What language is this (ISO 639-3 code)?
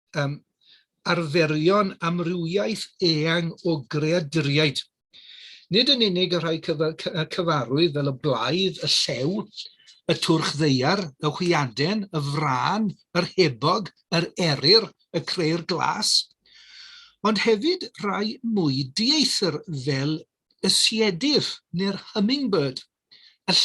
cym